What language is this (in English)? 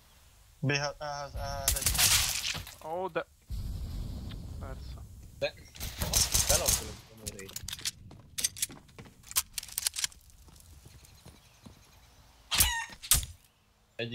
Hungarian